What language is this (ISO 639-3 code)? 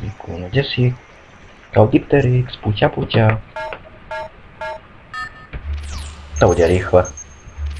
slk